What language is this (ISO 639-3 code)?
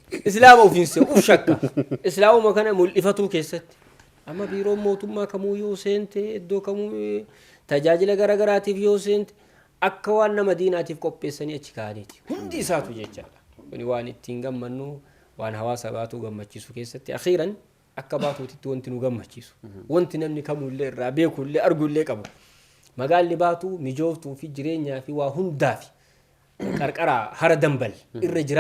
orm